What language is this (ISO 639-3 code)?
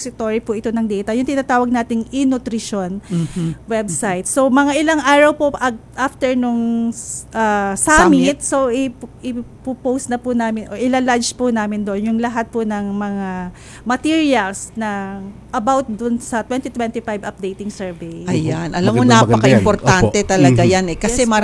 fil